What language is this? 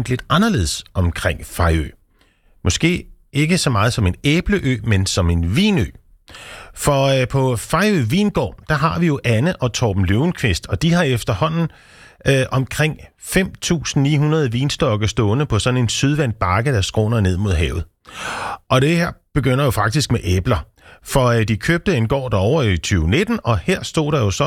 Danish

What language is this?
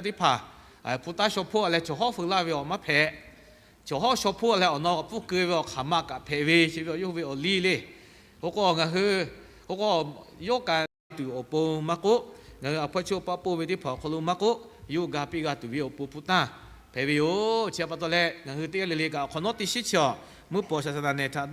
Lahu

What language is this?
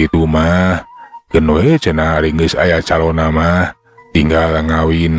Sundanese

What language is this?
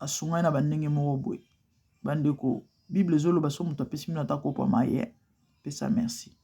Lingala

